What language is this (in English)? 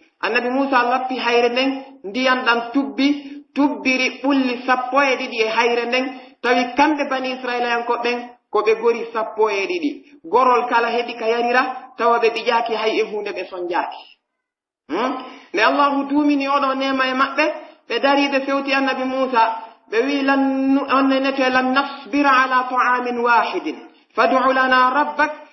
Pular